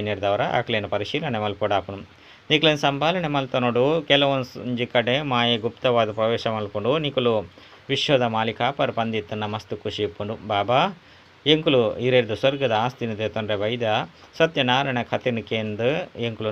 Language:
Tulu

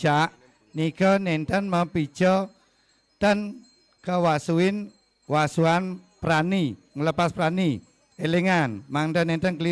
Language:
Balinese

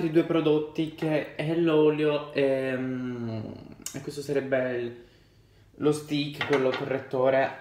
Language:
Italian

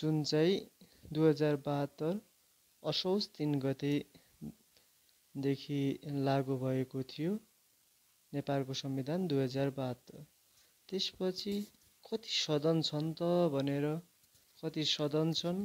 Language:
Nepali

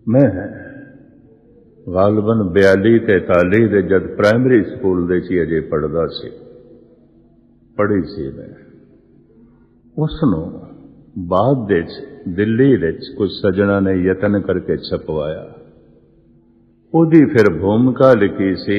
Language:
Punjabi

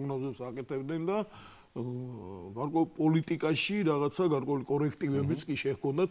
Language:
Georgian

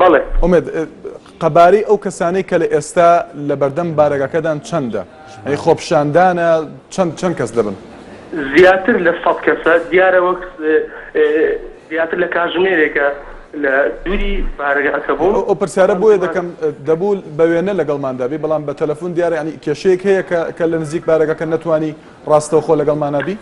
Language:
Central Kurdish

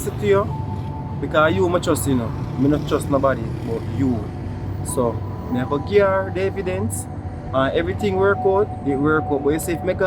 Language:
Jamaican Creole English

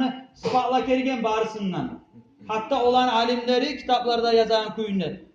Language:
Kumyk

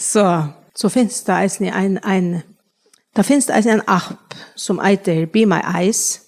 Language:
Faroese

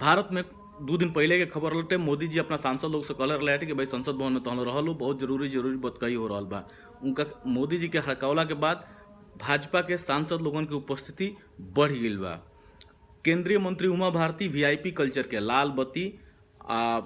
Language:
Bhojpuri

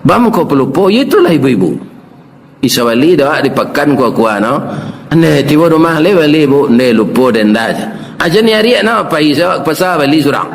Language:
Minangkabau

